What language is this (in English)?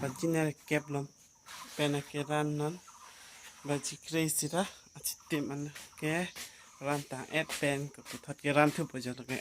Karbi